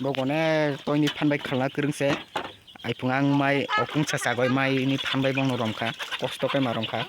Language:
Kok Borok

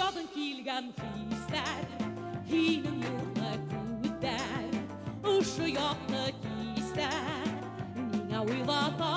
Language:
Bashkir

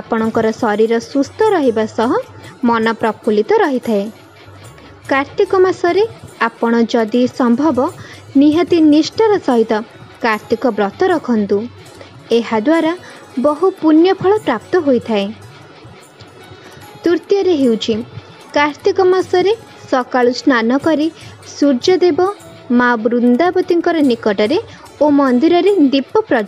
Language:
Odia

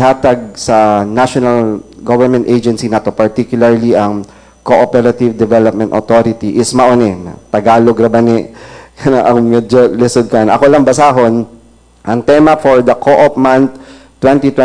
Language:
Cebuano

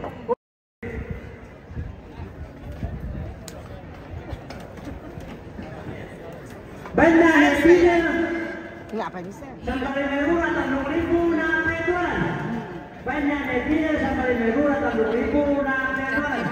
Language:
Indonesian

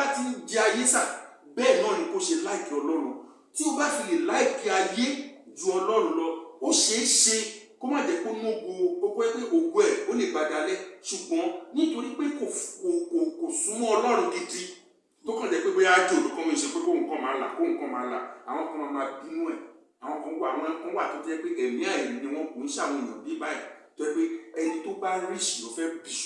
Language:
Yoruba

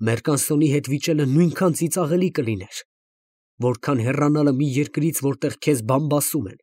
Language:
Armenian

